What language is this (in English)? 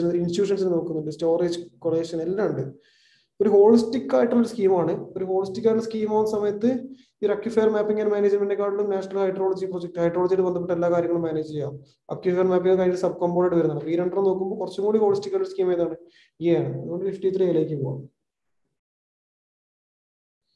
Malayalam